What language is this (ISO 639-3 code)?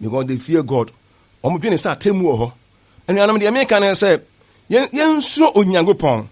aka